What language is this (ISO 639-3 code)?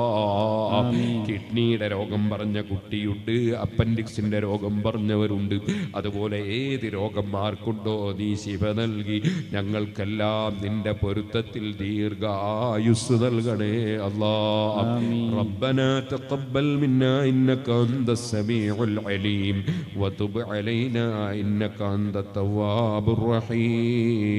mal